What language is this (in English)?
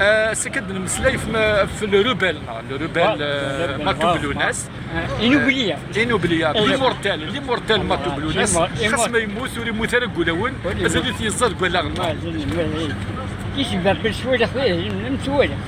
Kabyle